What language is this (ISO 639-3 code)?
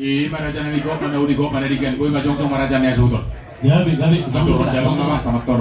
bbc